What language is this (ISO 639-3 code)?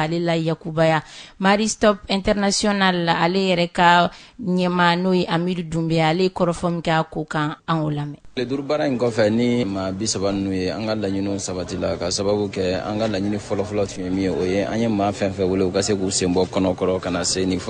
bam